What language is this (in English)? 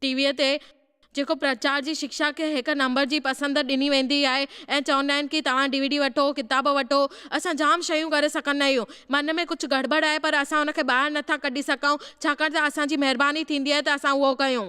Sindhi